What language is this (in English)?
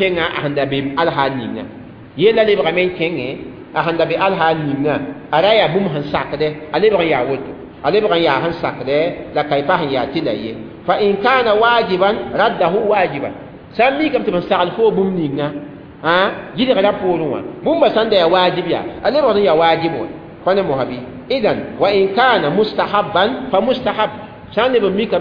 Mossi